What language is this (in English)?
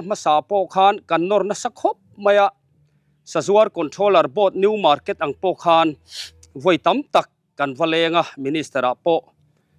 Mizo